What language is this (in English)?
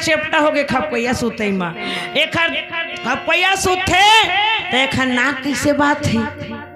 Chhattisgarhi